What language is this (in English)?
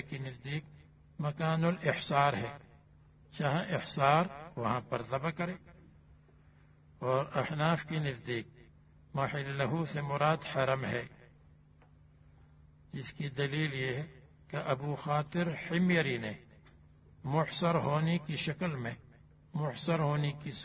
Urdu